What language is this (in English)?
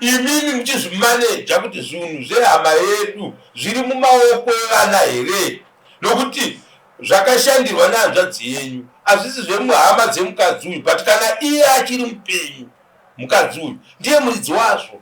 Shona